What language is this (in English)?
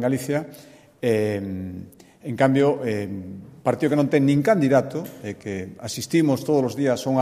Galician